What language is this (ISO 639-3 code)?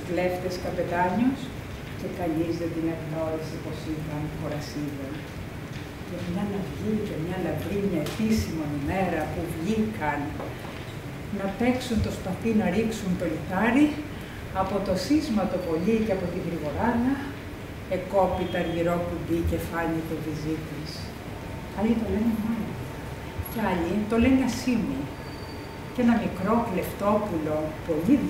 ell